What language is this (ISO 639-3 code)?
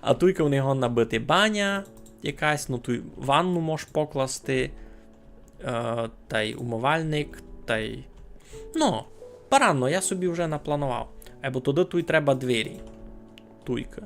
rue